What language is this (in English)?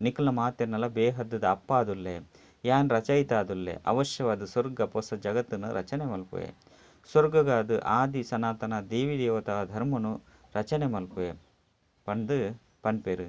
Tulu